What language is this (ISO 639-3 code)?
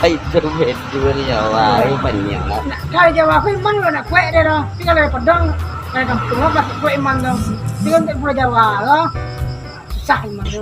min